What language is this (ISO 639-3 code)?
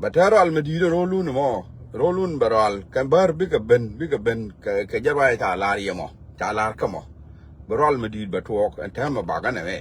nus